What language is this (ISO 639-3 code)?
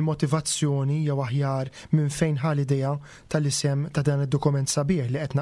mlt